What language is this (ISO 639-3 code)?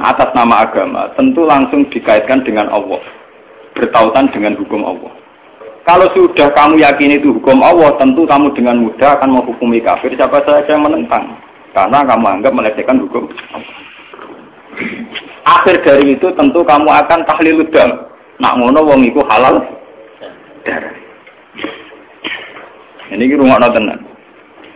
ind